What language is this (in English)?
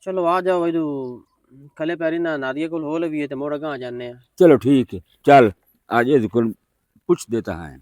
Western Panjabi